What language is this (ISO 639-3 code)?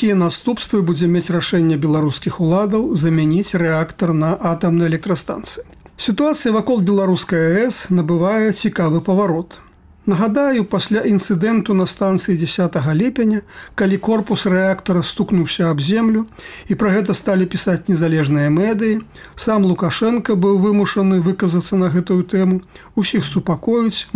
bel